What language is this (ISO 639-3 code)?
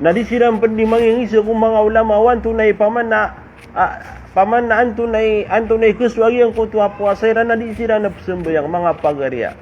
mrw